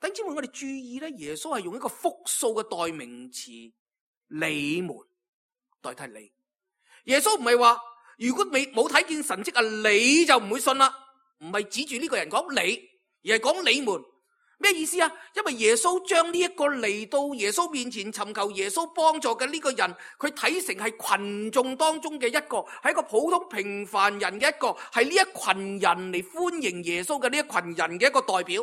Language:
Cantonese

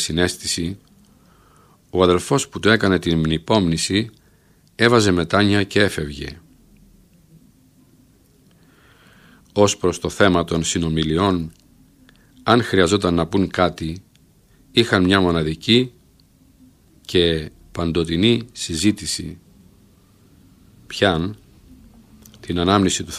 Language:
Greek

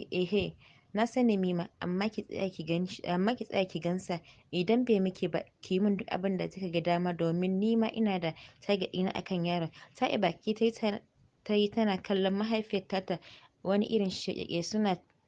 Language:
Hausa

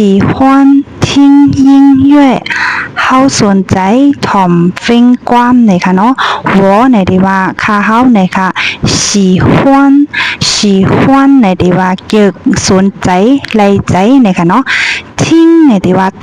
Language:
Shan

